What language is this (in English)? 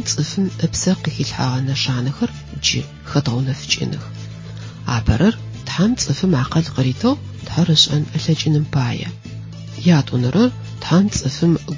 Adyghe